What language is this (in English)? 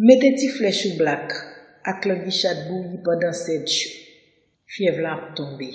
Haitian Creole